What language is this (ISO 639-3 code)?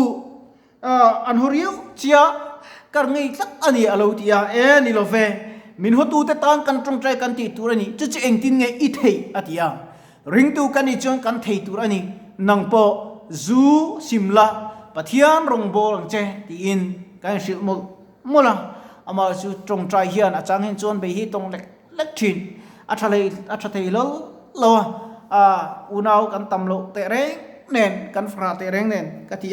lus